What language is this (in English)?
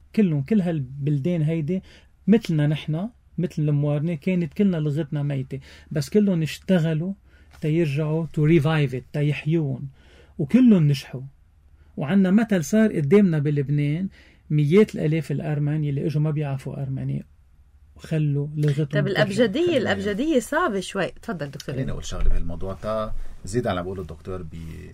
North Levantine Arabic